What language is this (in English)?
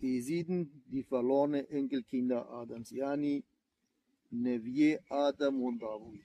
Kurdish